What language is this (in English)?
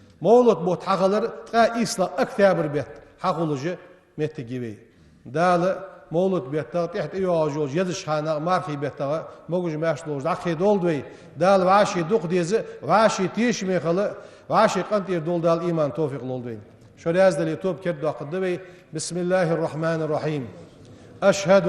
Ingush